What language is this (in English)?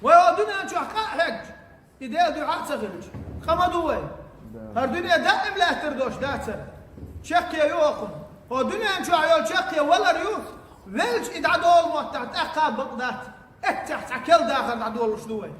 Chechen